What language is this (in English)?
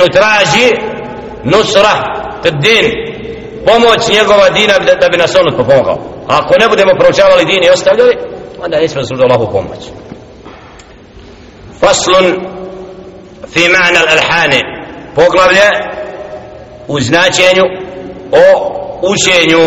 Bosnian